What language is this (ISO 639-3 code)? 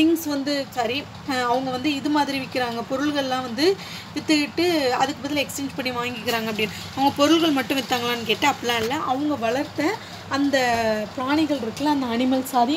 tam